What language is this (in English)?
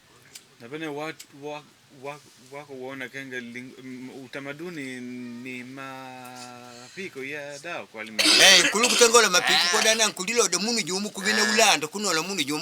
Makonde